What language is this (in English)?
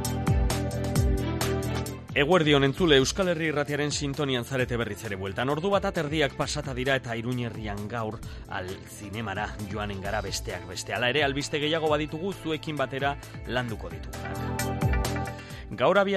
Basque